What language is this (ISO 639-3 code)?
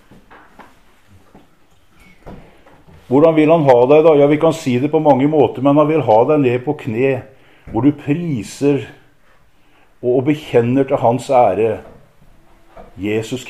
nor